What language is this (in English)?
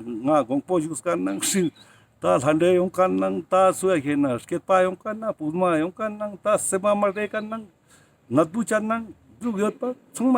Ladakhi